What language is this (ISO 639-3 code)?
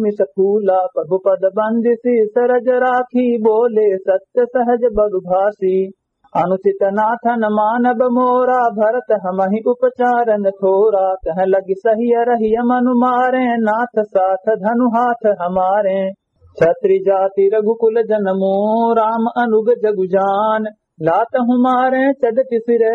awa